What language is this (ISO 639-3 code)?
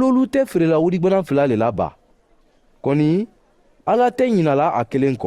man